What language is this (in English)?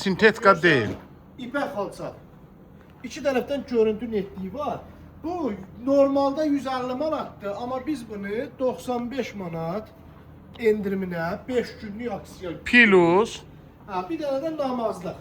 Azerbaijani